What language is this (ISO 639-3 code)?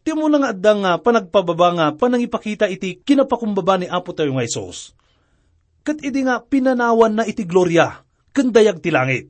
ilo